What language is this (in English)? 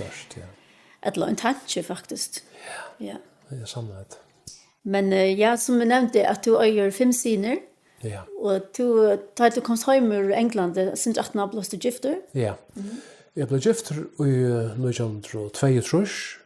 Faroese